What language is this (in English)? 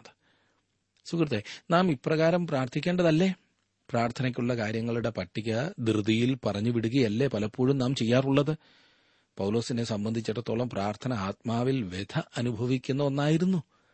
Malayalam